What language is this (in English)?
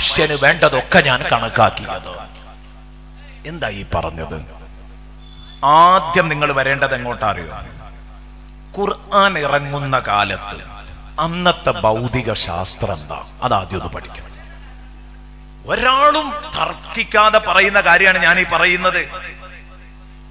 Malayalam